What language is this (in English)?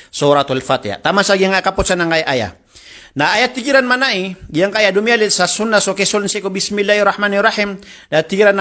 Maranao